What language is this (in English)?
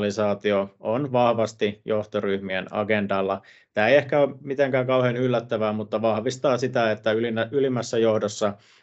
Finnish